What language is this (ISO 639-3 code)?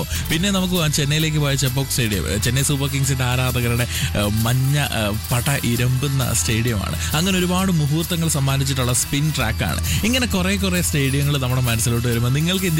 mal